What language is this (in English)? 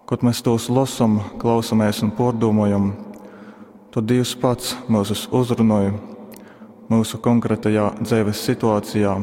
Latgalian